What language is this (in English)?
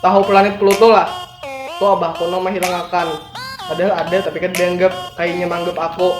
Banjar